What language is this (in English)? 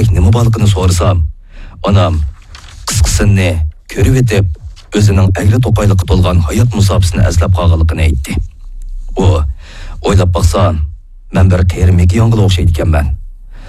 Uyghur